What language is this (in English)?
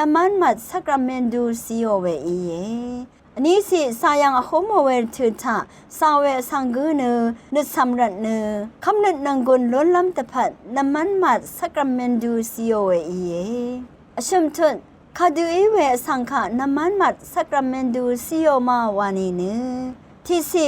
Rawang